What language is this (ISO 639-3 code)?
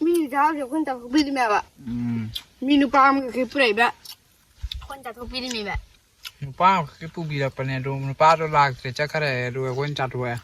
mni